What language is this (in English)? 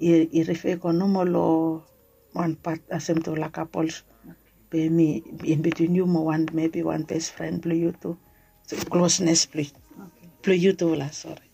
Bislama